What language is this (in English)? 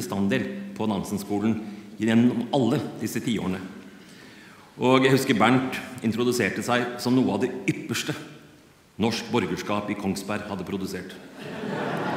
Norwegian